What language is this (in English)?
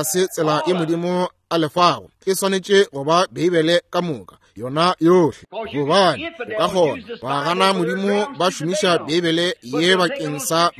Northern Sotho